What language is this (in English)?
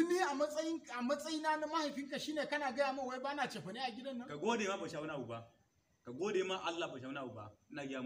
Hausa